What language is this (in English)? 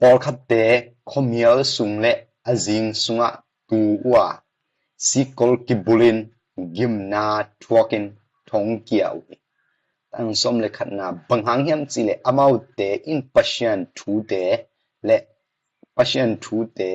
Tedim Chin